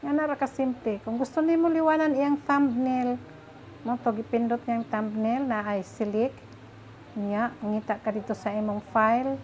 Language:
Cebuano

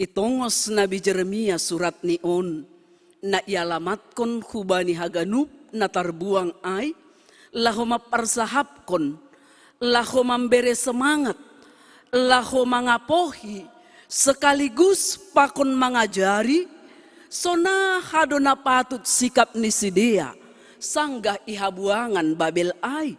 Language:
Batak Simalungun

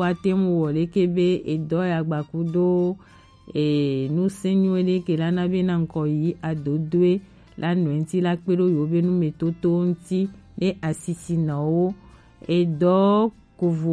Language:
Gen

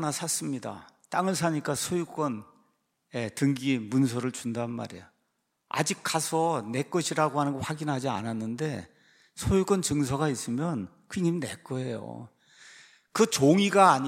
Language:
Korean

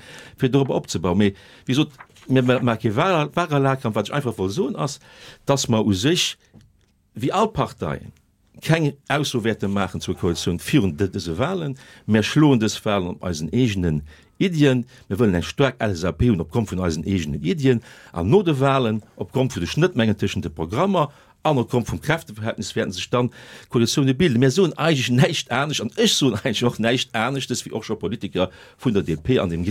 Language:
Luxembourgish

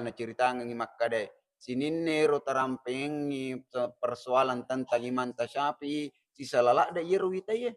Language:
Buginese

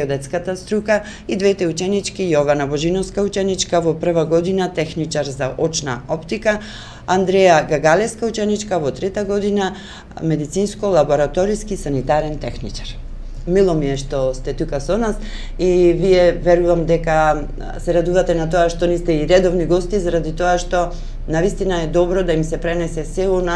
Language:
Macedonian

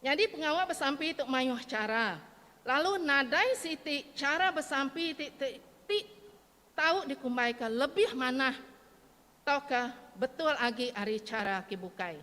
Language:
Iban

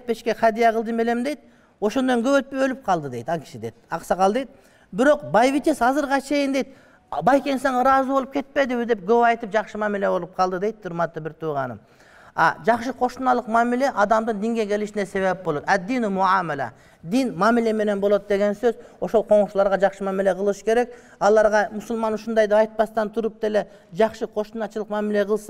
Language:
Kyrgyz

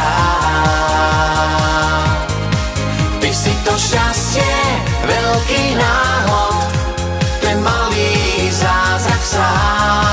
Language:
Slovak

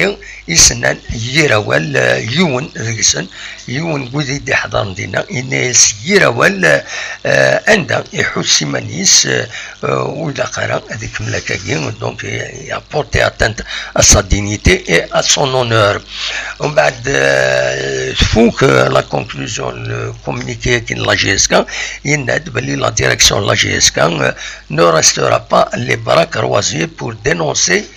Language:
Kabyle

